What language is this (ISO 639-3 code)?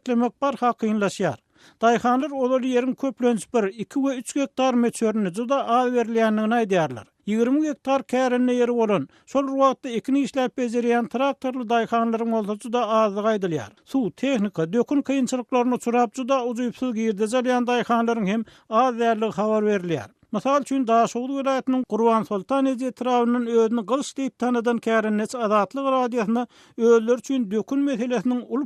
tuk